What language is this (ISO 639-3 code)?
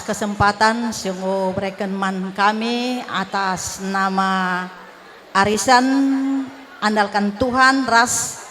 btx